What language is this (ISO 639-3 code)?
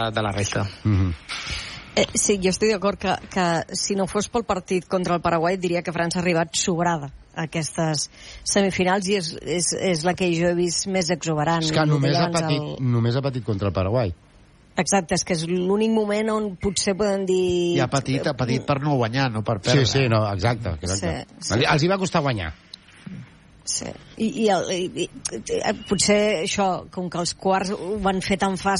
cat